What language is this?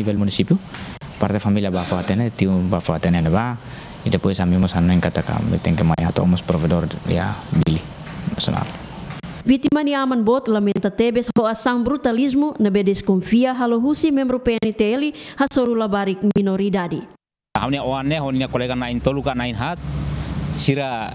Tetum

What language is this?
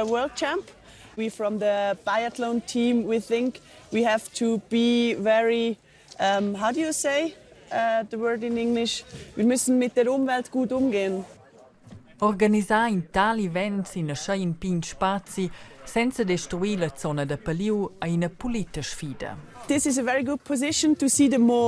Romansh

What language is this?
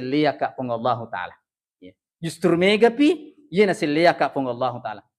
Buginese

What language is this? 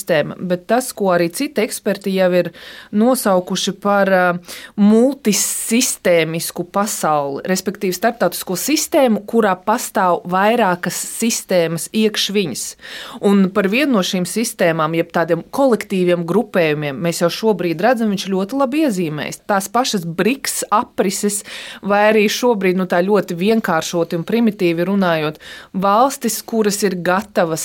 Latvian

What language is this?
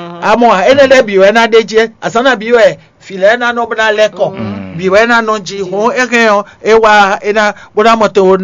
Fon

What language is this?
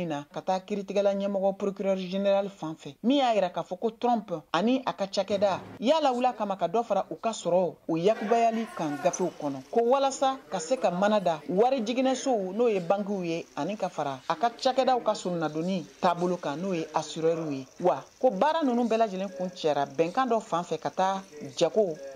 Bambara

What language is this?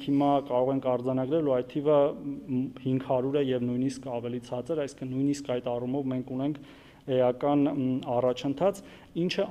Armenian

